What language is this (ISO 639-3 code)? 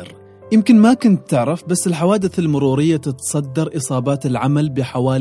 afb